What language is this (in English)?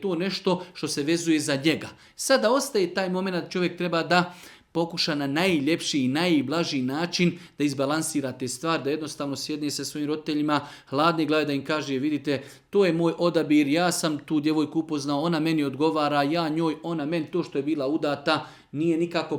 Serbian